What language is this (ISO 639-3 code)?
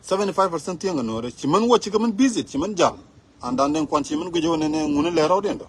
nus